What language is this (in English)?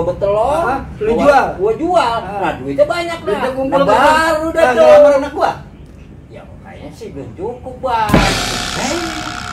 Betawi